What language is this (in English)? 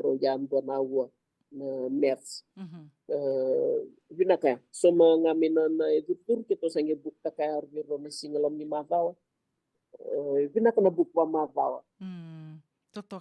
Fijian